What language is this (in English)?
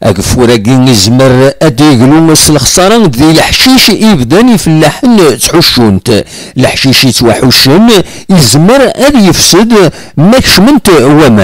Kabyle